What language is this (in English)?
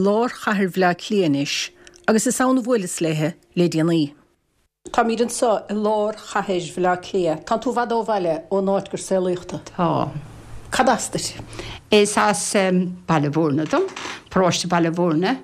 Irish